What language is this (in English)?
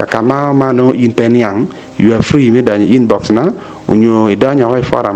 Acoli